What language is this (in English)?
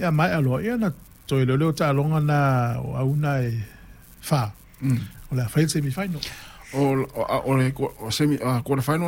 Samoan